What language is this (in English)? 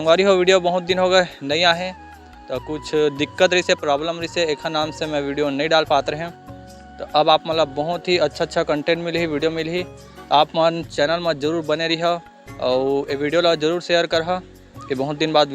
Chhattisgarhi